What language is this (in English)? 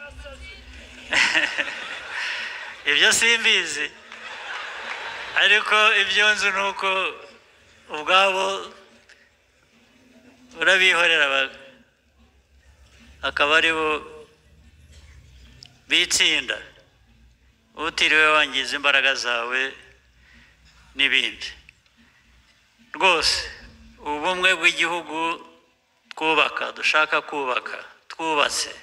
Kinyarwanda